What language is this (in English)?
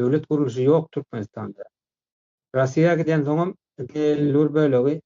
Turkmen